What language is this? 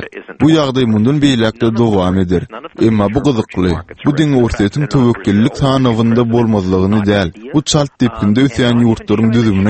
Turkmen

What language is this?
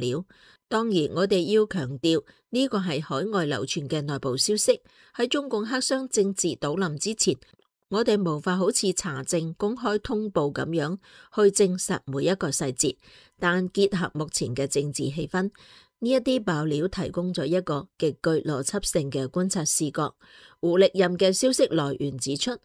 Cantonese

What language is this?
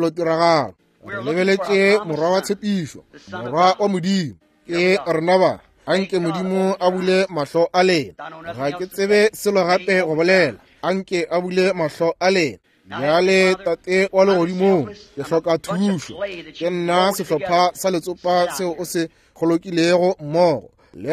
Northern Sotho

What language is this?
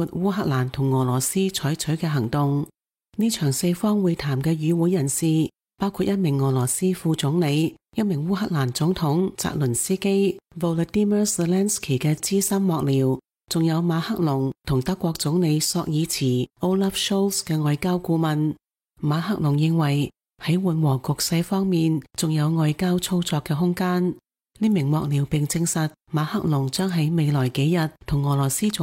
Cantonese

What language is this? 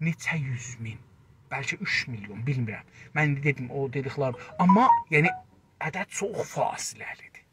South Azerbaijani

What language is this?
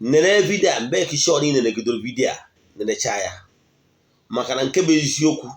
Igbo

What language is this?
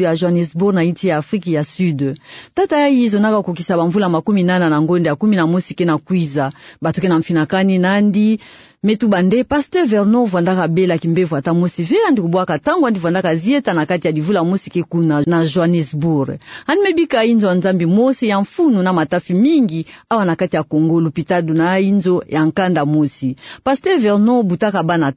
Kituba (Democratic Republic of Congo)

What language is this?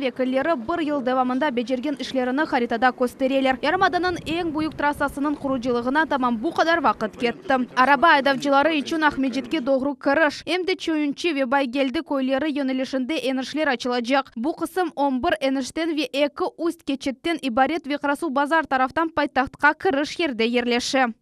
Crimean Tatar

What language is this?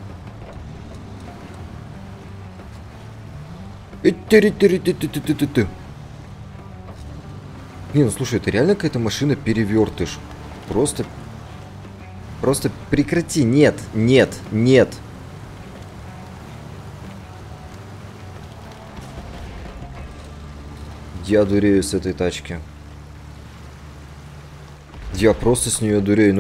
Russian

